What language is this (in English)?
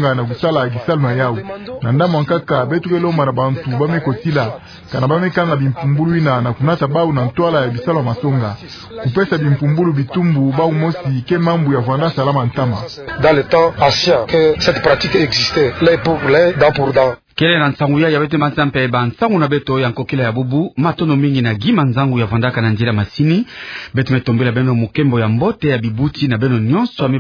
Kituba (Democratic Republic of Congo)